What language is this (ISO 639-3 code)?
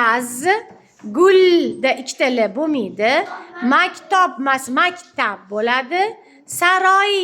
uzb